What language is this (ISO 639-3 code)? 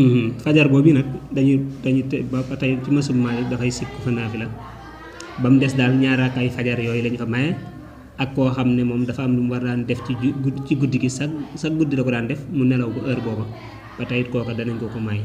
wol